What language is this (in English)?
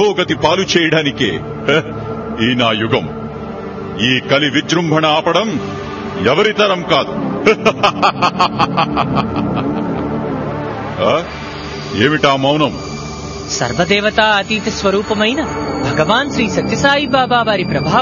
Telugu